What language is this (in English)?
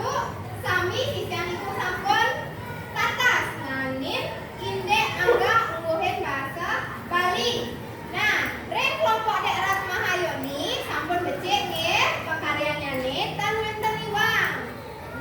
Balinese